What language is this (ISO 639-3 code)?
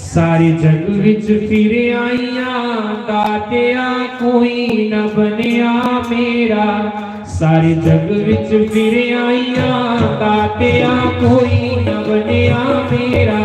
doi